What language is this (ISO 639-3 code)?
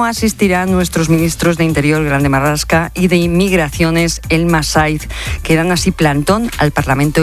spa